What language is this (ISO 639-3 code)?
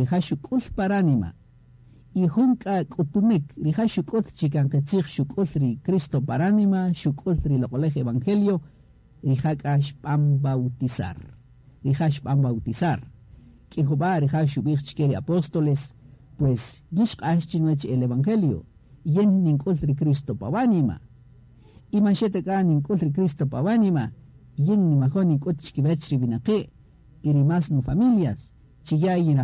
cak